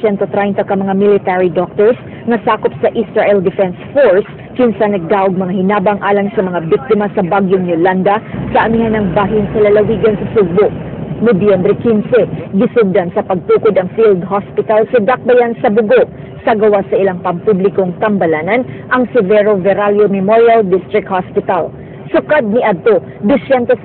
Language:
Cebuano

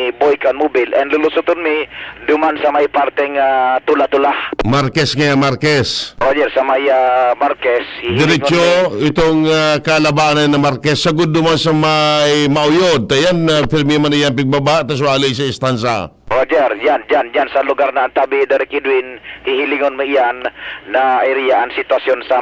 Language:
Bikol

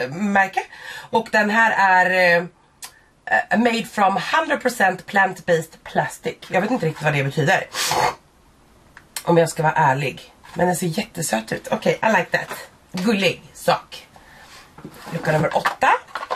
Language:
Swedish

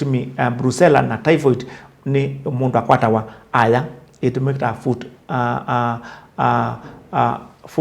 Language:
Kamba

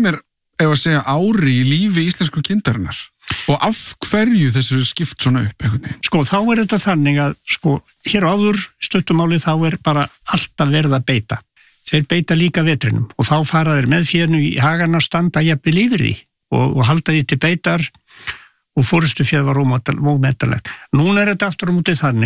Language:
Icelandic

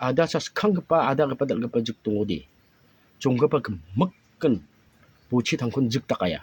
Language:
Garo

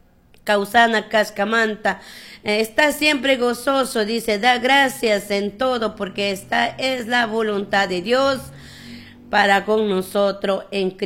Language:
Chimborazo Highland Quichua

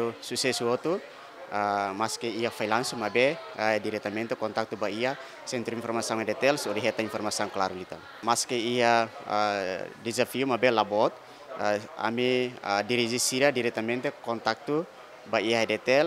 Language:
Tetum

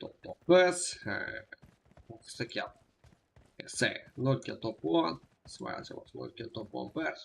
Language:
Kara-Kalpak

